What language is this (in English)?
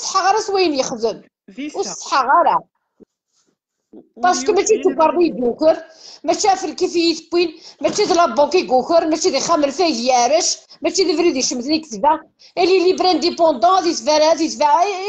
Kabyle